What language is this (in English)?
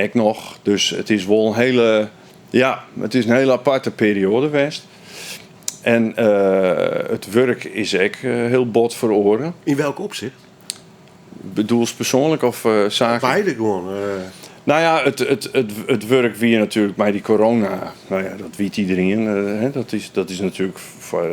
Western Frisian